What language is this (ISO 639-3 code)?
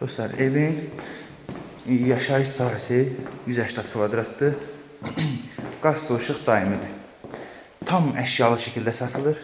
aze